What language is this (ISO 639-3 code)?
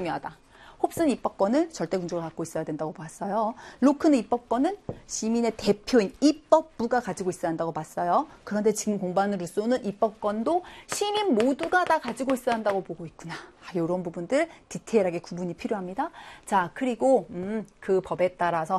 kor